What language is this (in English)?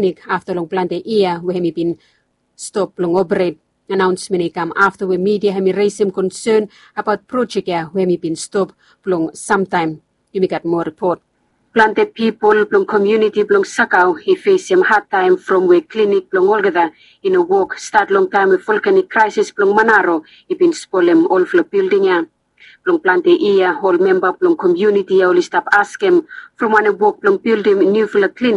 Bislama